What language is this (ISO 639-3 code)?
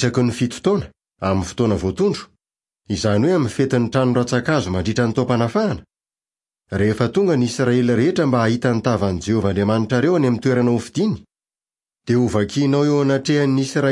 mlg